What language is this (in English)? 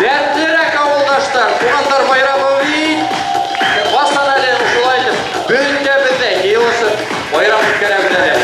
Bashkir